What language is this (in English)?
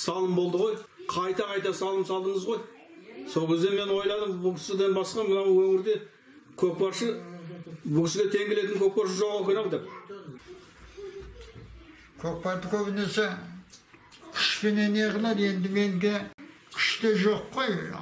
Kazakh